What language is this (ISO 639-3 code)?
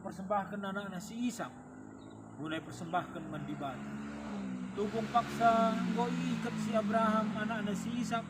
btx